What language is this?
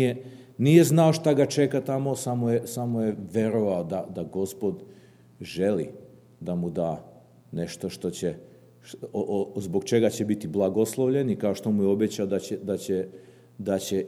Serbian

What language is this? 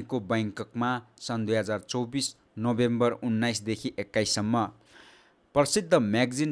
Nepali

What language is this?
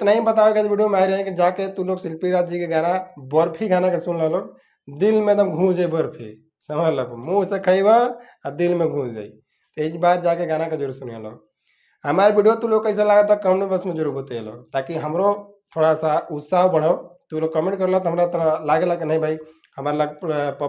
Bhojpuri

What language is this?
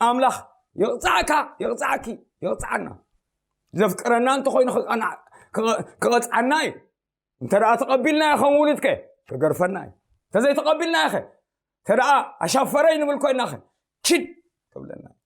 Tigrinya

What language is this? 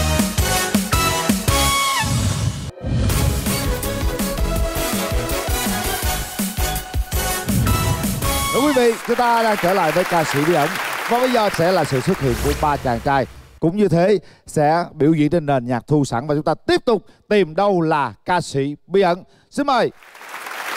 Vietnamese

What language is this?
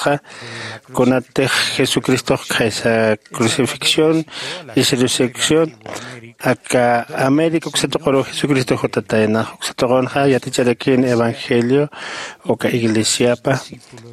Aymara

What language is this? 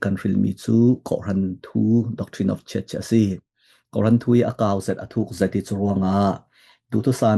Falam Chin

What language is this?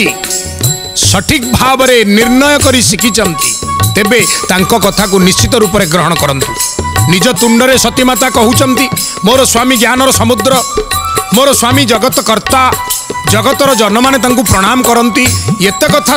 Odia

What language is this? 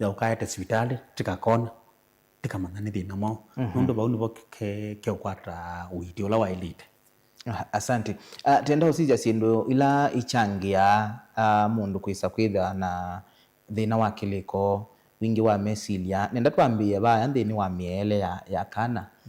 Kamba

